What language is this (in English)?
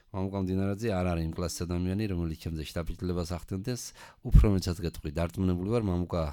Georgian